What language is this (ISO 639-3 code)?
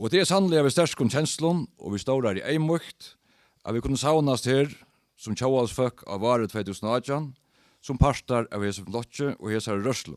fao